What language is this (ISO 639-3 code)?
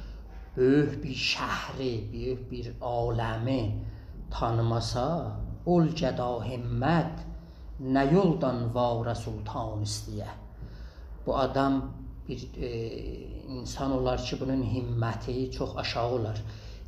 azb